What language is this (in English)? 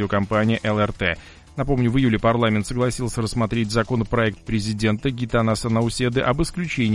Russian